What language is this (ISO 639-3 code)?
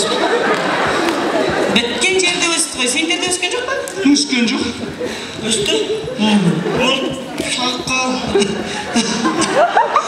kaz